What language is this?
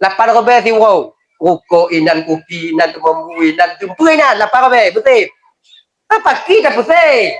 Achinese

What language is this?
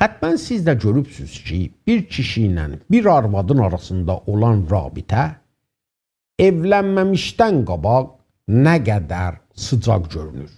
South Azerbaijani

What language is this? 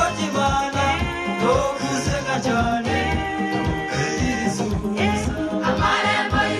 Kinyarwanda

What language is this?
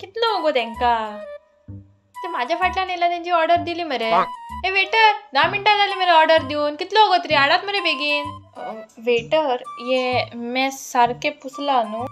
Konkani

